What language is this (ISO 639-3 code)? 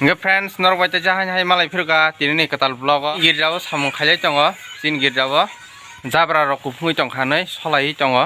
trp